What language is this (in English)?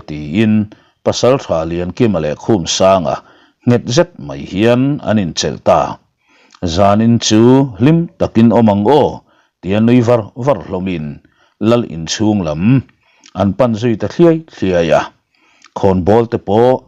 Mizo